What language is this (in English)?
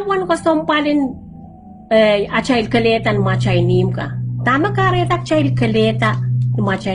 Pohnpeian